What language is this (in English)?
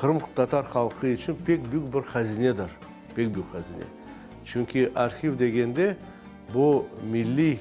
Crimean Tatar